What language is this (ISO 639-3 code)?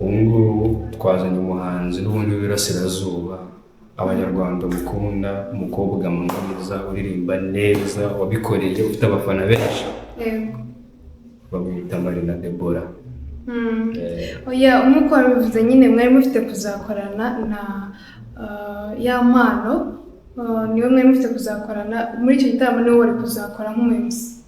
kin